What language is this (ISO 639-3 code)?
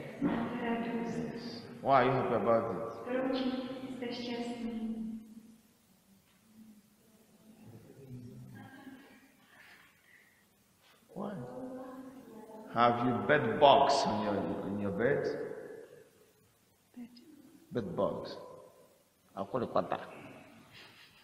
ces